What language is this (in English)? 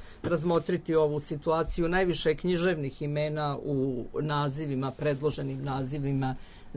Serbian